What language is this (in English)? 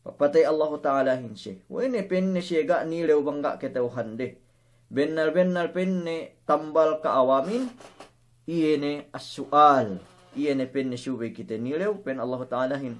Yakan